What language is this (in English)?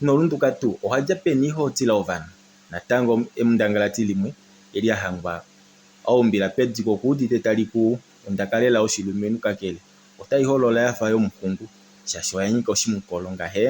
Kuanyama